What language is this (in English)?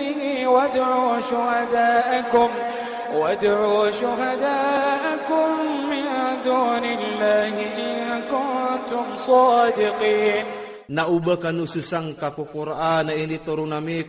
Iranun (Philippines)